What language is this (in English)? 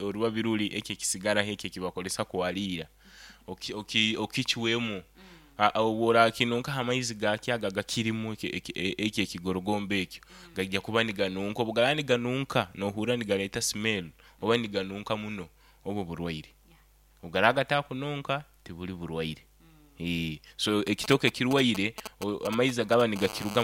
Nyoro